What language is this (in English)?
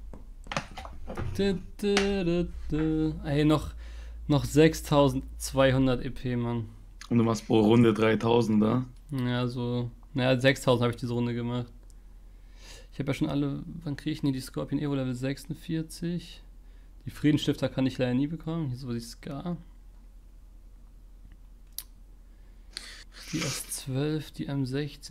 German